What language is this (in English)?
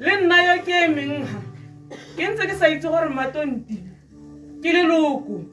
Tswana